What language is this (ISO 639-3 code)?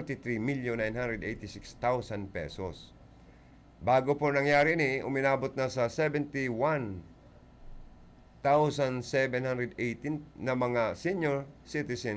bik